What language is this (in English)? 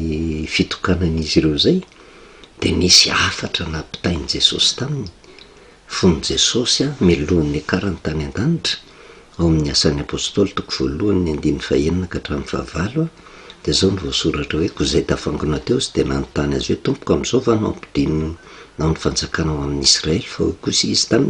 Malagasy